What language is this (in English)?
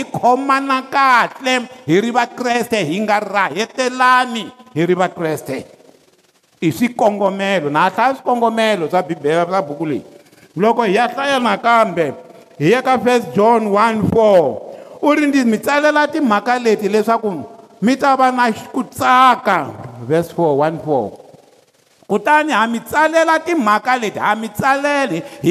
Tsonga